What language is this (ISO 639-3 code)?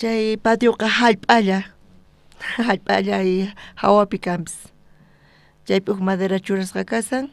quh